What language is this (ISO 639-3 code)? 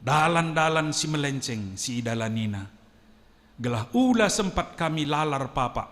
btx